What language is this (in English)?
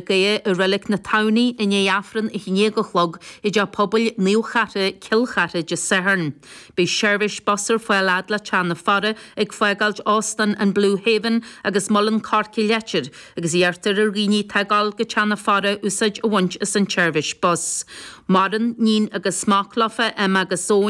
Irish